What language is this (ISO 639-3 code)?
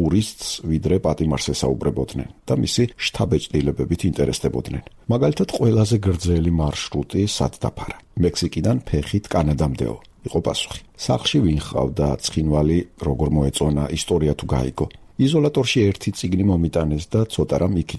kat